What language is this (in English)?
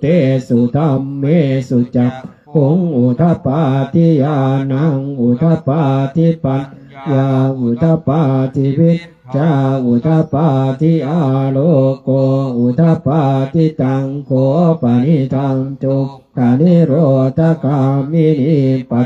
Pali